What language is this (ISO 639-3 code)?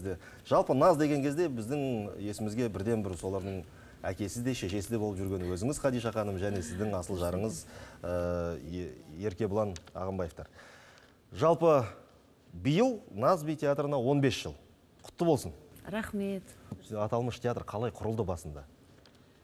kaz